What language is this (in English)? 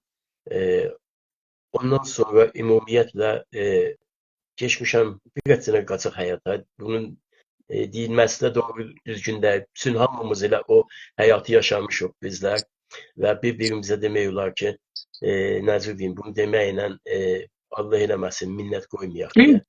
South Azerbaijani